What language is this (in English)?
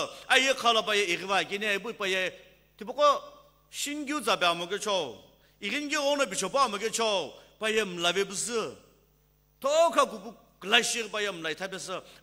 Sumi Naga